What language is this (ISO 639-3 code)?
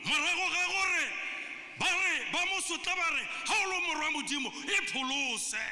tsn